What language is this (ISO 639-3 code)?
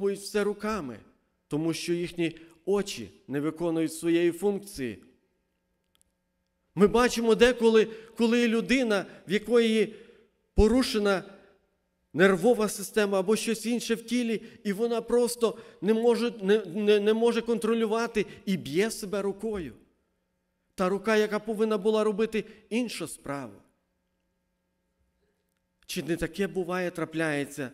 ukr